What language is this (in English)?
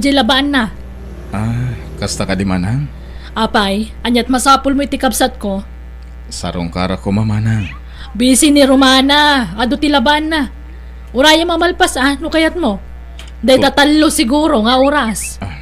Iloko